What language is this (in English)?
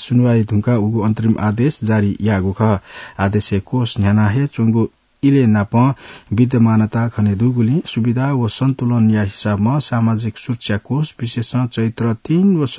Newari